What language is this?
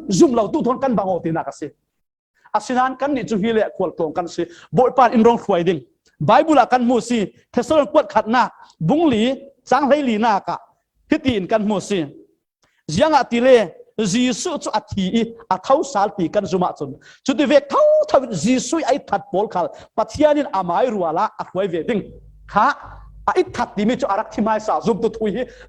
Falam Chin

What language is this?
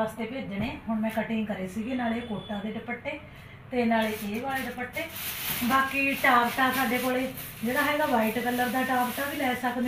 Punjabi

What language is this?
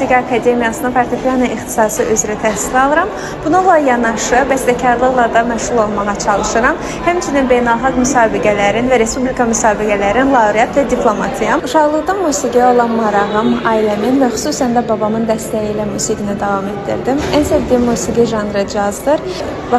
Azerbaijani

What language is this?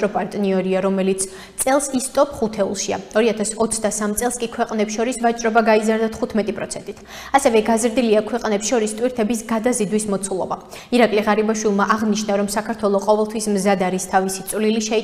Georgian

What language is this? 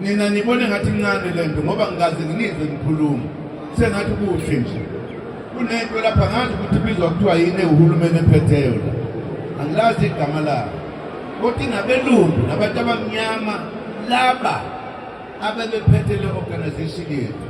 Zulu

